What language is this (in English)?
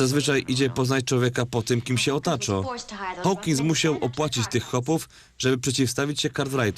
Silesian